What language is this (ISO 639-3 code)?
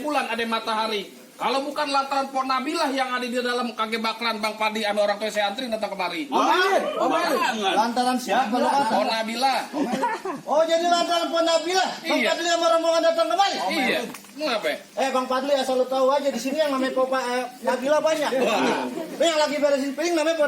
bew